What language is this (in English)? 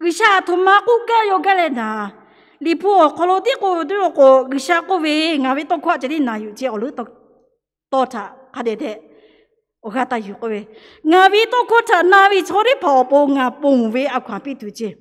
Lahu